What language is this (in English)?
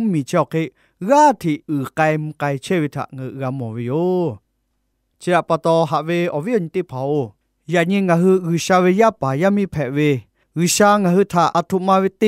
Lahu